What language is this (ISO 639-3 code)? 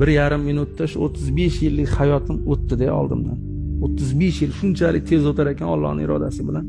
uzb